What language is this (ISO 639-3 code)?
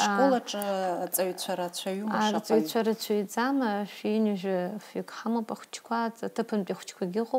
abk